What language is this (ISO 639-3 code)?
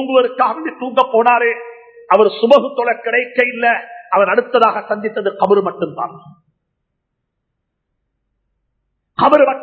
tam